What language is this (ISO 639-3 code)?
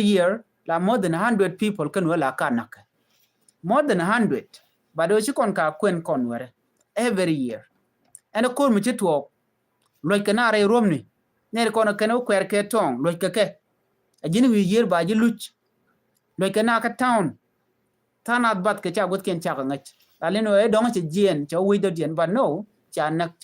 nus